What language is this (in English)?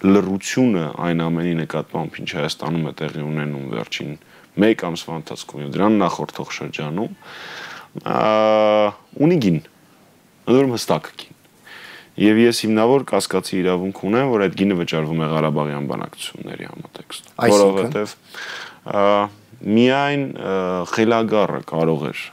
Armenian